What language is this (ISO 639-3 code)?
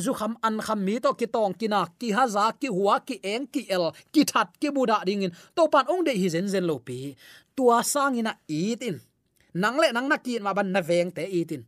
ctd